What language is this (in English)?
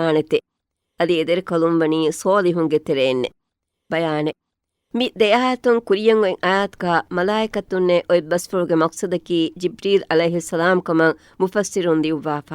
Divehi